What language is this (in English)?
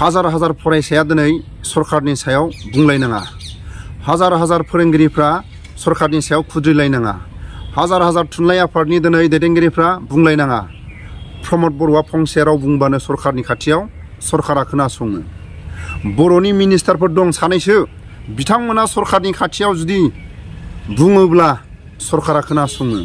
Bodo